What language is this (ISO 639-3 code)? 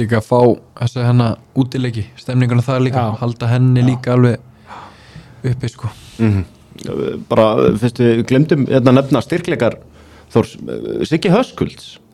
isl